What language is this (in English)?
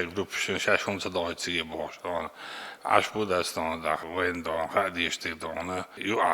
Chechen